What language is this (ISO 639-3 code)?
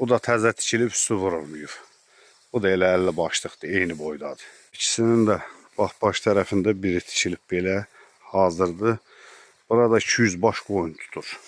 aze